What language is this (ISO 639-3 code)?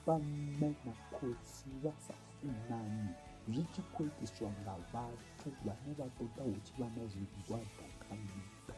ven